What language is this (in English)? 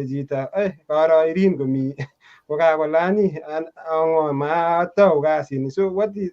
Kalenjin